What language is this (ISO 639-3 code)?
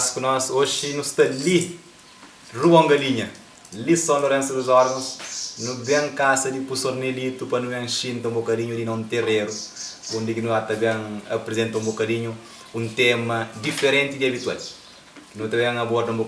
kea